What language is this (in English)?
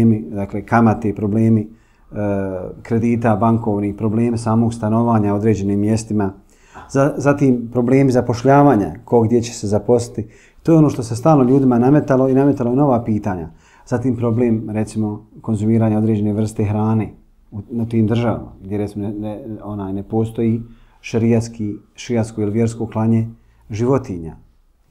Bosnian